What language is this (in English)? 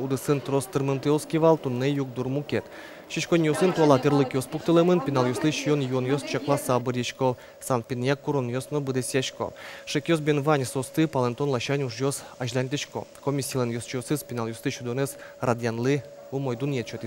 Udmurt